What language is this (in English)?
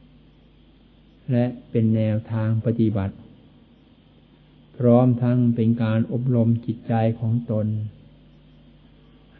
Thai